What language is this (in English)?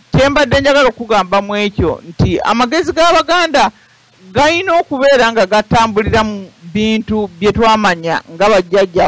Ganda